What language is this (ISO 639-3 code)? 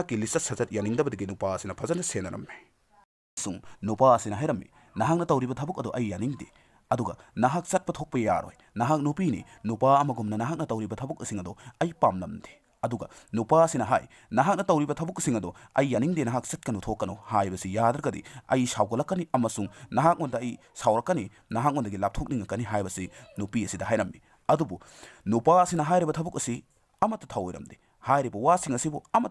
mni